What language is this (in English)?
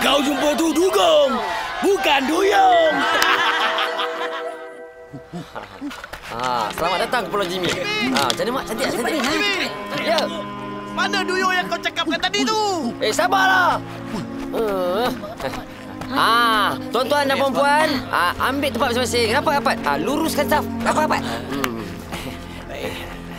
Malay